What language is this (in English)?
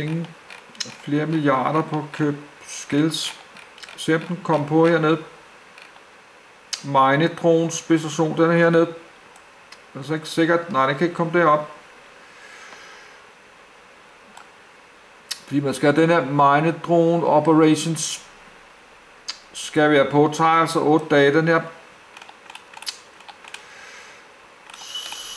Danish